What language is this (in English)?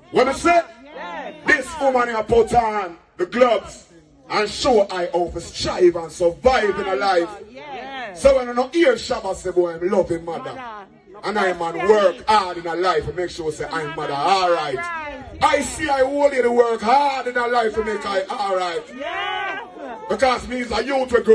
Jamaican Creole English